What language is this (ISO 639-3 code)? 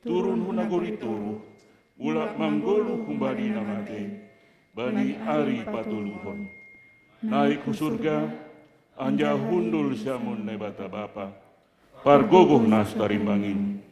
bts